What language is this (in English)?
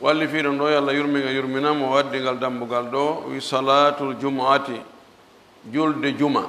Fula